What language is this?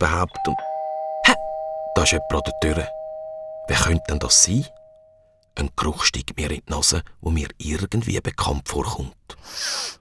Swiss German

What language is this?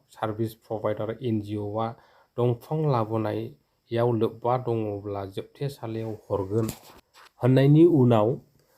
Bodo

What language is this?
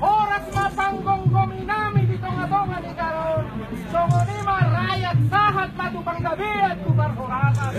Batak Toba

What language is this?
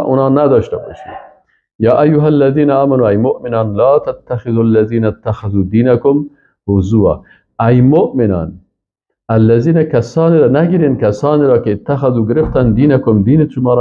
Persian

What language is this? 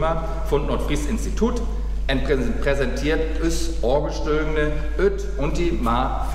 Northern Frisian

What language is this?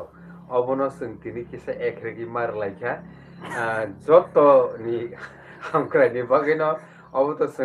Kok Borok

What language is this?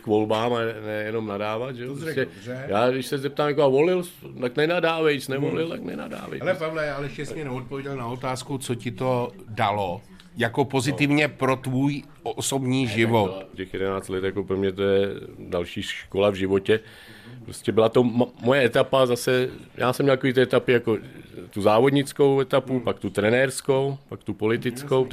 Czech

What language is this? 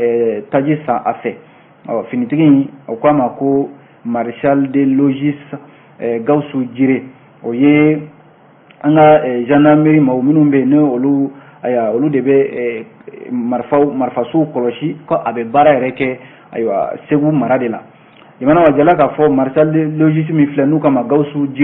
Bambara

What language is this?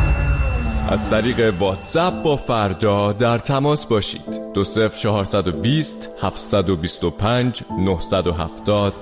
Persian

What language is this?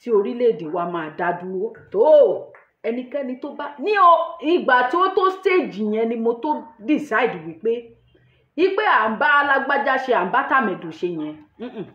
Yoruba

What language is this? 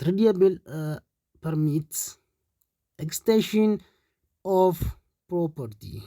Oromo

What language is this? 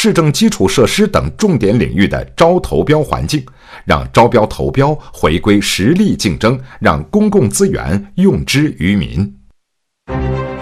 Chinese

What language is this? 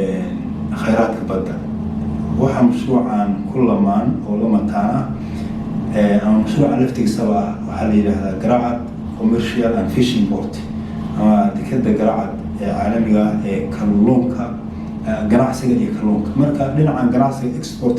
Somali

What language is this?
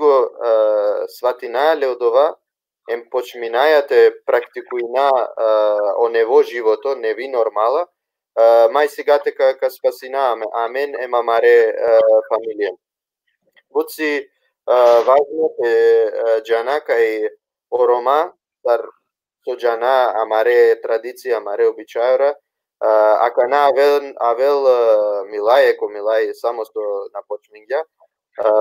Balkan Romani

